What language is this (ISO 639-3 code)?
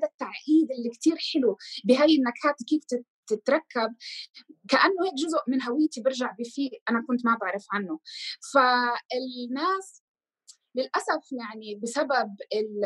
apc